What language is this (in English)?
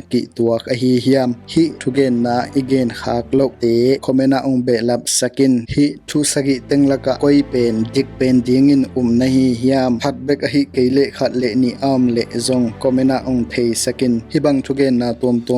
Tedim Chin